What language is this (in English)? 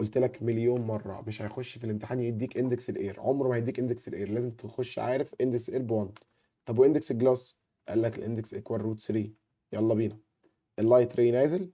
Egyptian Arabic